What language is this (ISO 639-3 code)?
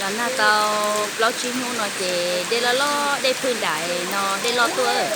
hmn